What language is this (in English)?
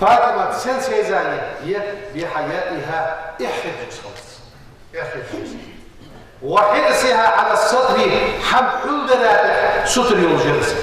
Ingush